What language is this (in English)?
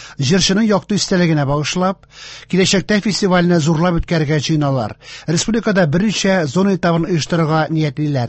Tatar